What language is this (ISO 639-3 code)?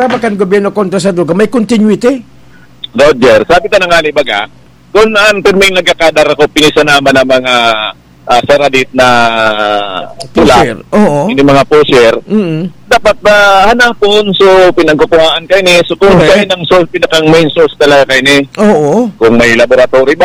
bik